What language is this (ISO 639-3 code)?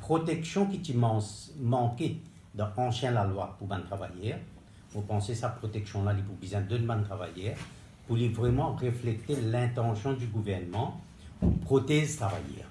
mfe